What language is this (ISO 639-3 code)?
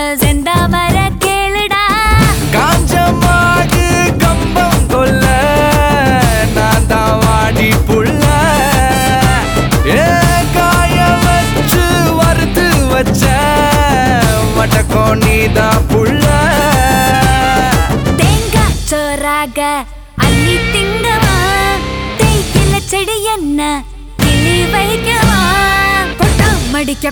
tam